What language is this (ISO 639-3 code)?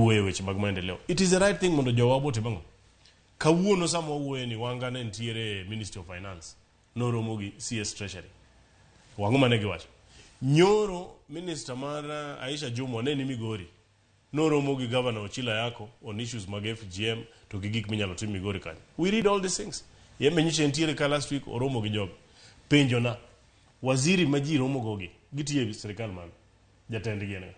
luo